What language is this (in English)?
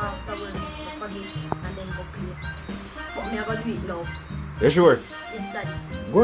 Jamaican Creole English